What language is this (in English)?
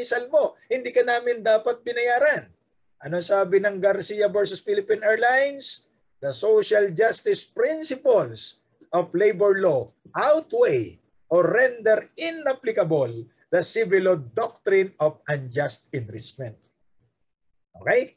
Filipino